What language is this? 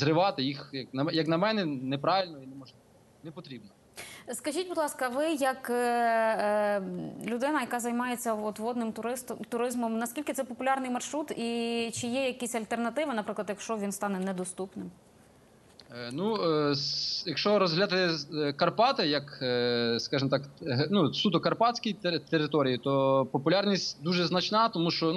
Ukrainian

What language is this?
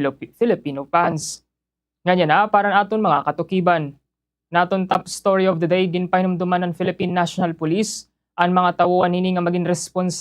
Waray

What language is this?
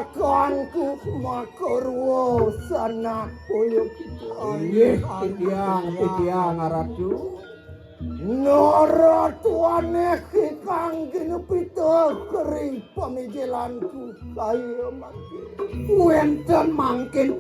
Balinese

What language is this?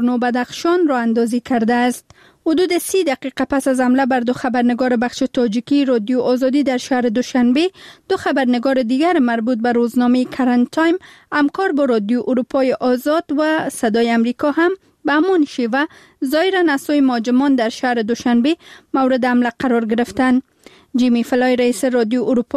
Persian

